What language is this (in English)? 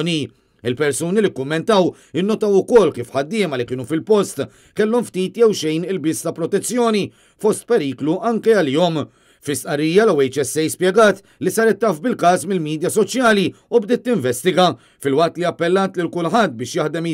Maltese